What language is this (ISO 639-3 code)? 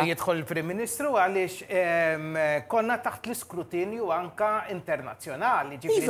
mlt